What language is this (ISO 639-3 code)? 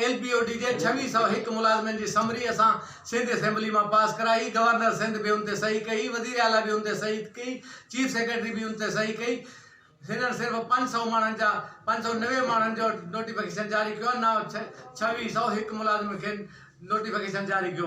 snd